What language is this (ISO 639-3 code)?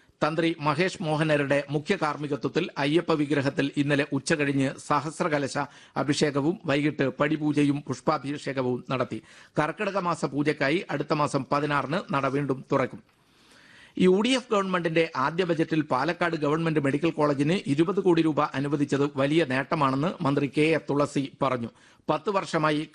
mal